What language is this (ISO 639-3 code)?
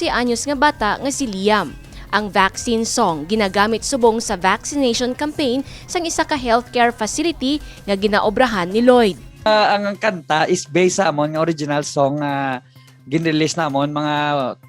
hil